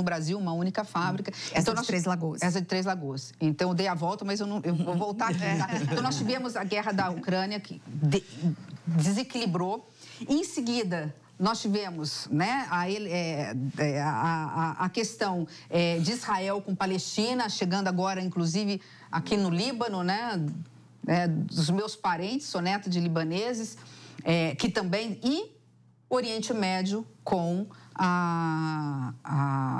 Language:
Portuguese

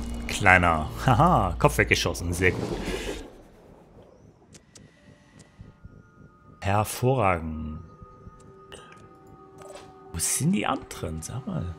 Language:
German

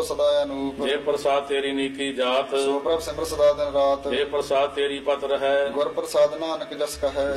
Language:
Punjabi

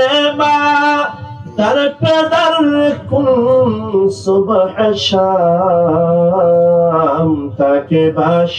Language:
Rohingya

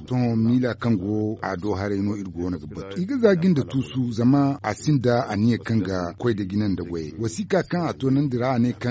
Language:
Zarma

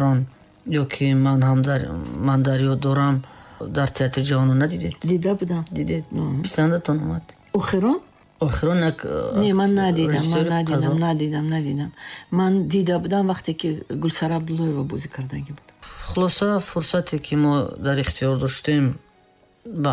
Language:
Tajik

